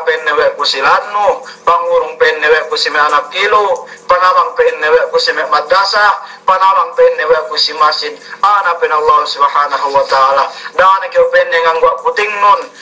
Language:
Yakan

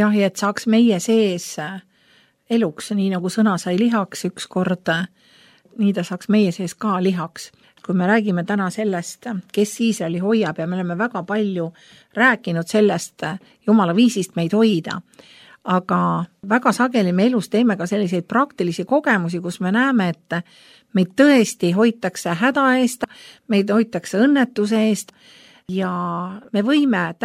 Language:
Estonian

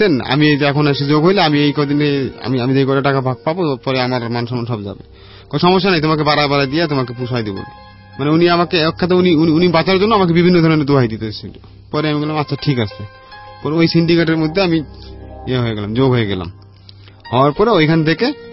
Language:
Bangla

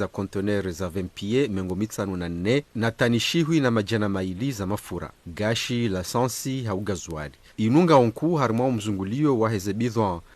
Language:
Ngazidja Comorian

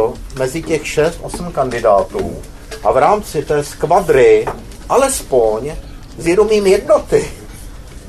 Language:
Czech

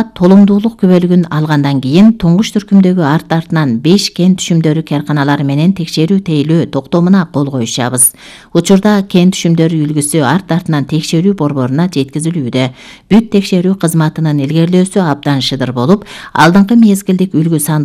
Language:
Kyrgyz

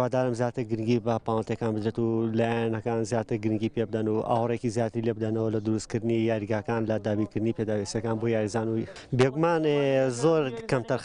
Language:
Central Kurdish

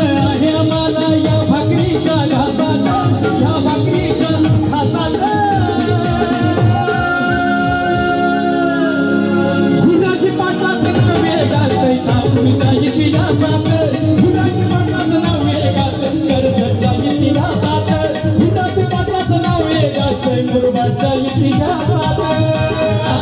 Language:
Marathi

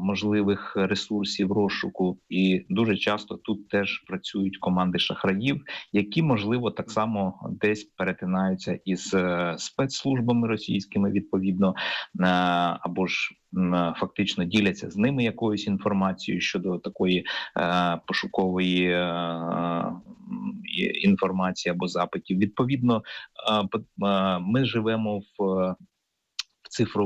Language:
Ukrainian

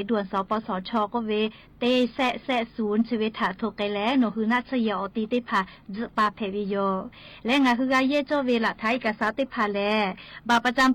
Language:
Lahu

